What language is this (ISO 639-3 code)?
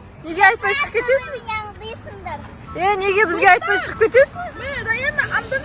kaz